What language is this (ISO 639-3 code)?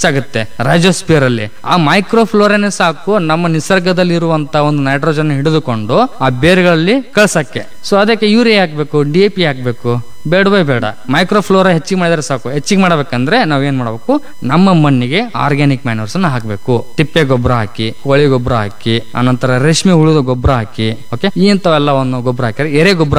kan